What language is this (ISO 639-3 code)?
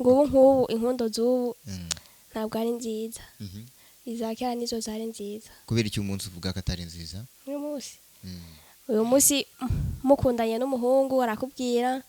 kin